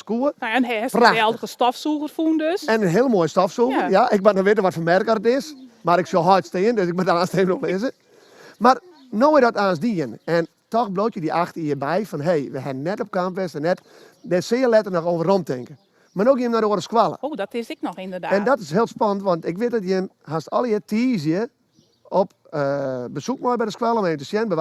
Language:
Western Frisian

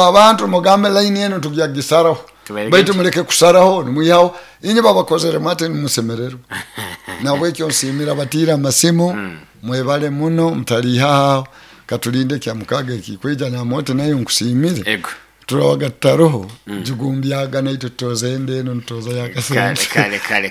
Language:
Nyoro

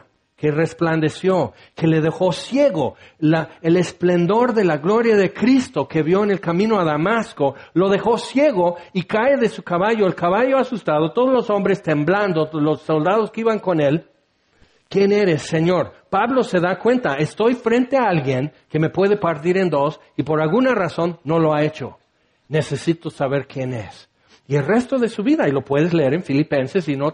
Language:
Spanish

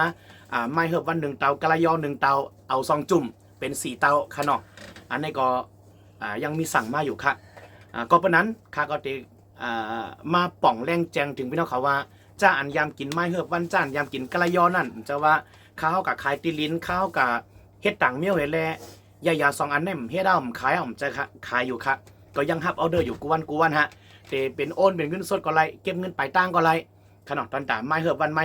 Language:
Shan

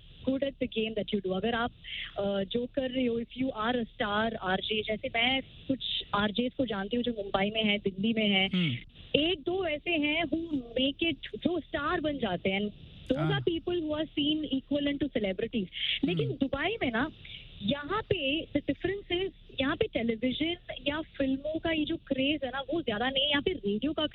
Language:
Hindi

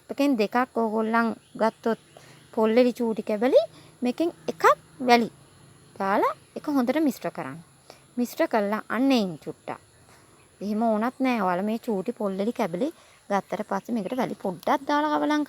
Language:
Sinhala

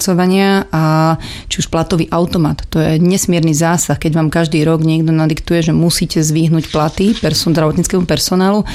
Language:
Slovak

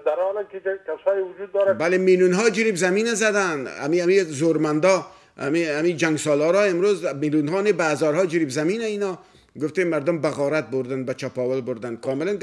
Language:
Persian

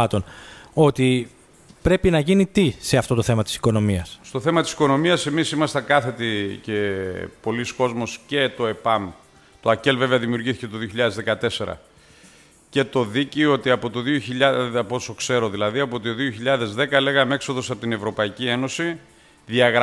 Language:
Greek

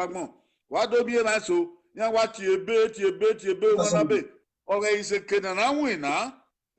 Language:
Bini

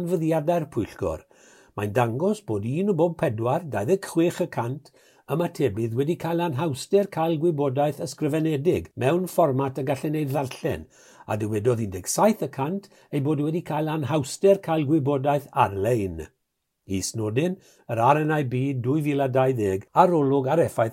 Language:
Welsh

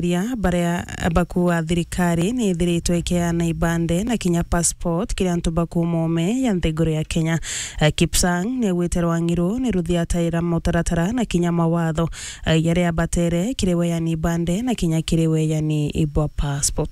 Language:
Meru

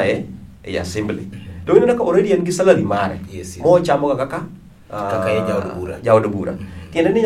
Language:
Luo (Kenya and Tanzania)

